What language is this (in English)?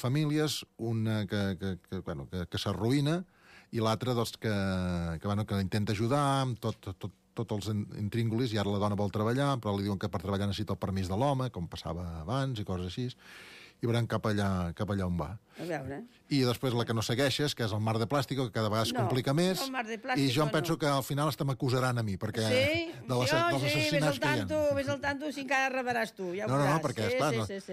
Catalan